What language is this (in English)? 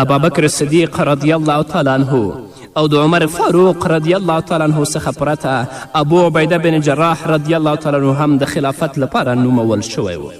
Pashto